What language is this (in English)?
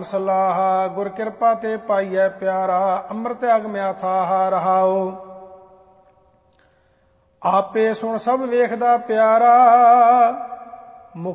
Punjabi